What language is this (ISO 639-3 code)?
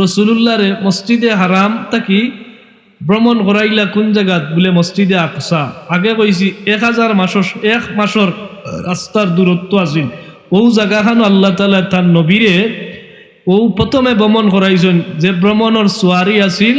syl